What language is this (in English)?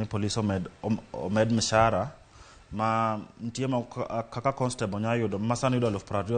Luo (Kenya and Tanzania)